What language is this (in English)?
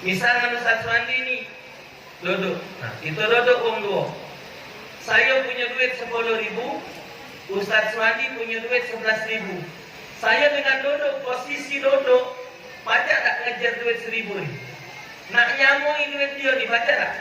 Musi